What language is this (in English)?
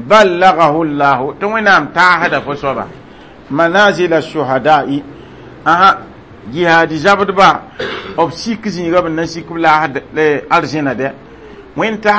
Mossi